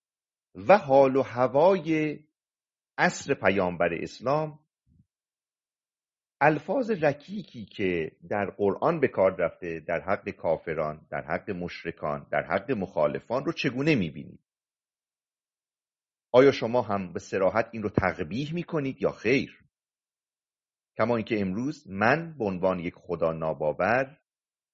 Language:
Persian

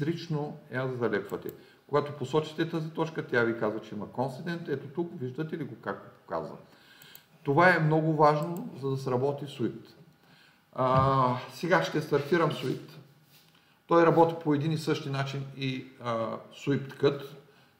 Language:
Bulgarian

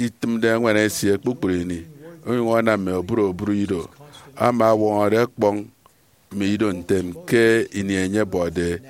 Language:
Efik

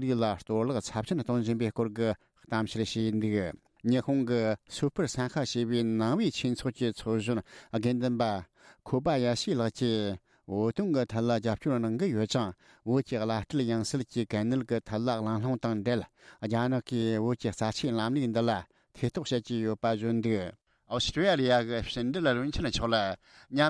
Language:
Tibetan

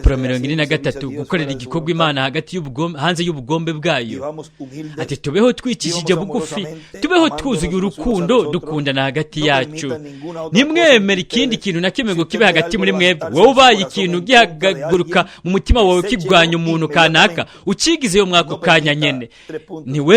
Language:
Rundi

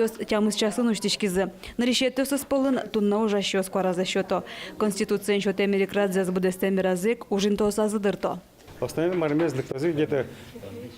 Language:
Udmurt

